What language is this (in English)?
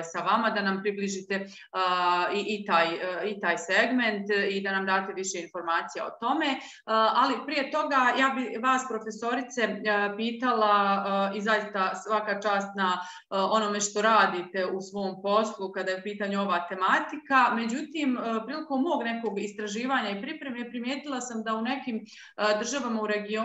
Bosnian